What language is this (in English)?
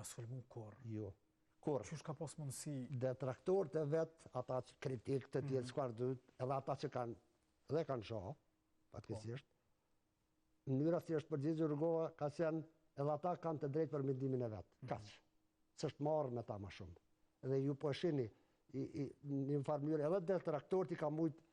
Albanian